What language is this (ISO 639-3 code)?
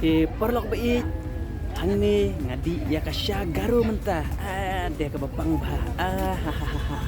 kha